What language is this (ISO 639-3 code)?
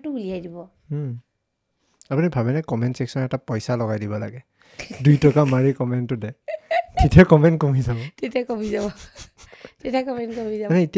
asm